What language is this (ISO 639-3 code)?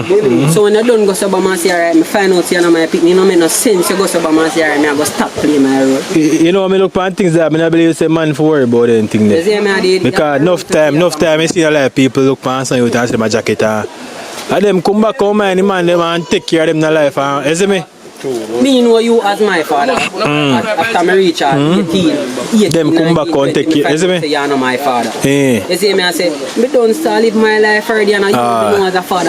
jam